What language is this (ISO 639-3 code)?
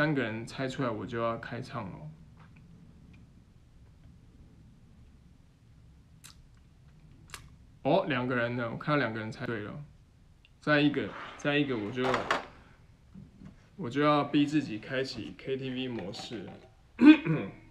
zho